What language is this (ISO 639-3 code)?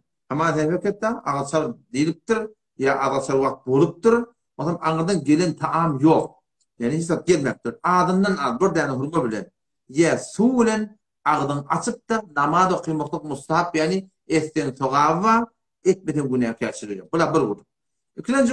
tuk